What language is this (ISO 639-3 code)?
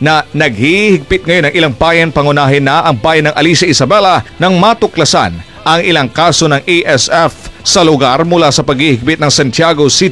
fil